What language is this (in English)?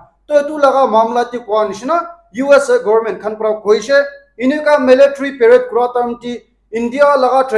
Naga Pidgin